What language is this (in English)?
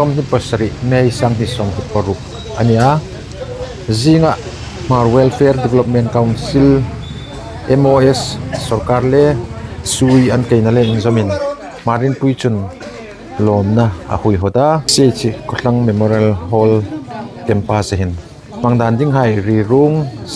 Hmar